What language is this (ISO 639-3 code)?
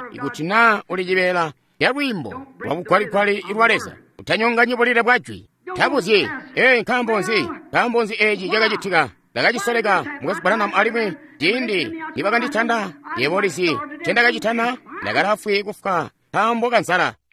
toi